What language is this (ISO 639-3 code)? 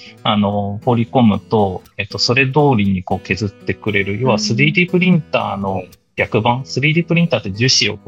jpn